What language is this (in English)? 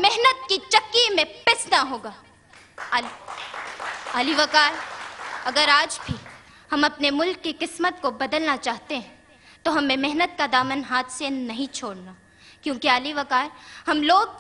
Urdu